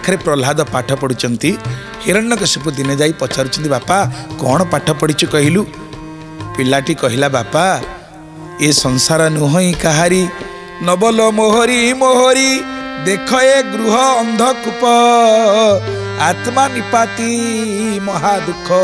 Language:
Odia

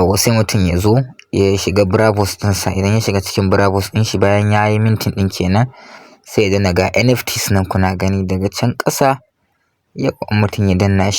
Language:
Hausa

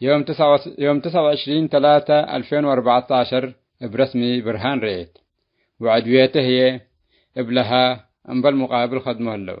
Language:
Tigre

